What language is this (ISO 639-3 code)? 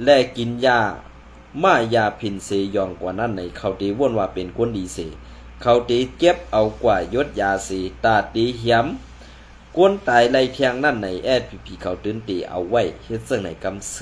shn